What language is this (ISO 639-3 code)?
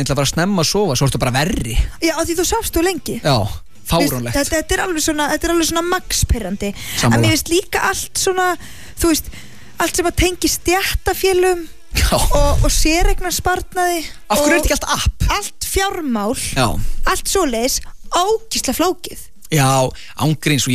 isl